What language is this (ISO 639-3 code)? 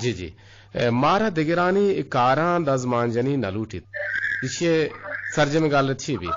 bgp